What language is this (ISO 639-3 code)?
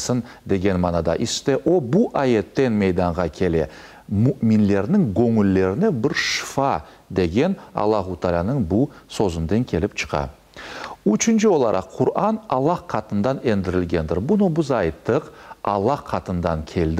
crh